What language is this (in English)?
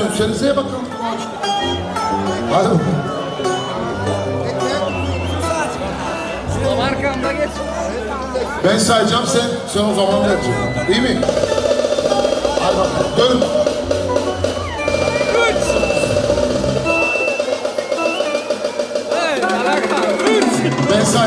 Turkish